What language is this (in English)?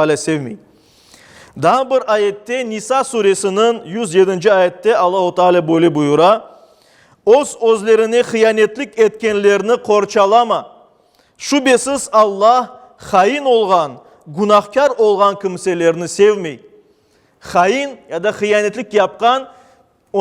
Crimean Tatar